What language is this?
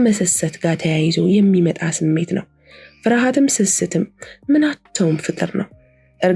Amharic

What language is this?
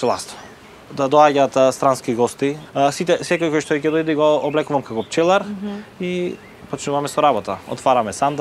Macedonian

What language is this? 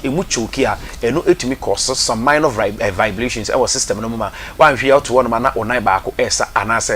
Akan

